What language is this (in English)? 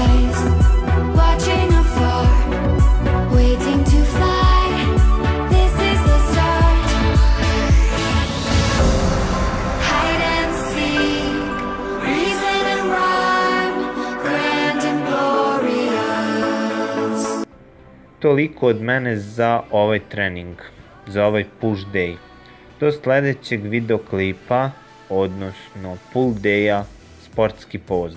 Serbian